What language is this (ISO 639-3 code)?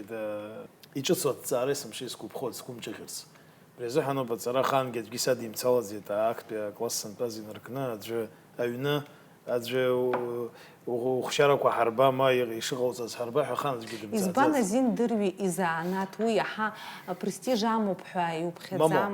abk